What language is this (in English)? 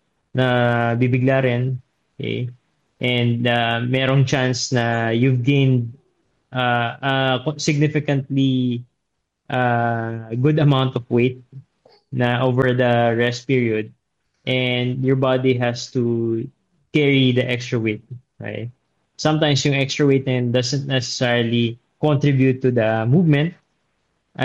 Filipino